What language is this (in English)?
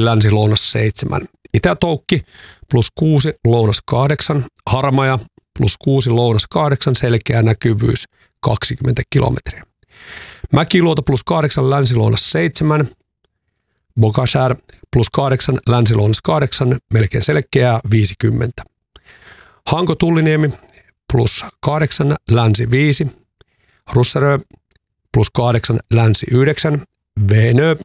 Finnish